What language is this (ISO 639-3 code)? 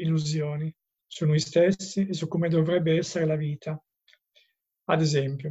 ita